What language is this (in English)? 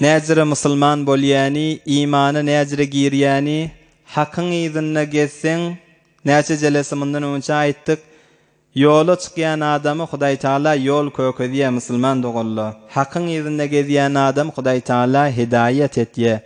Turkmen